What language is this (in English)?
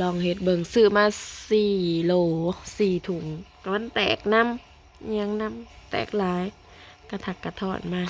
Northeastern Thai